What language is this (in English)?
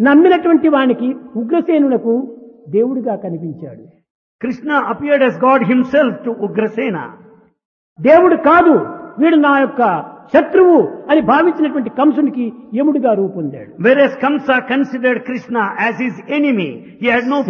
Telugu